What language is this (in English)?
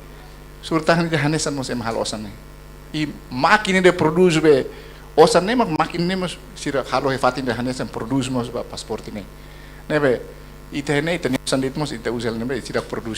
Tetum